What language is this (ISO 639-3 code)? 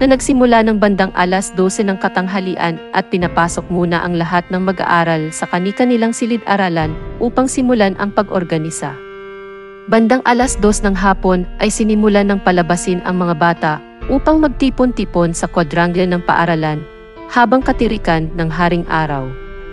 fil